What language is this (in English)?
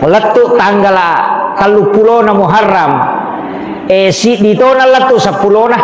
Buginese